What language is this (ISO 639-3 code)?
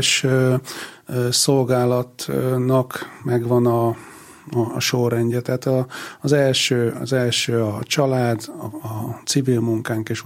hun